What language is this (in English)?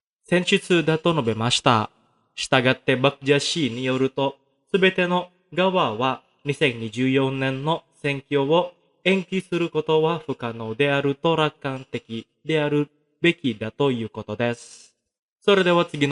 Japanese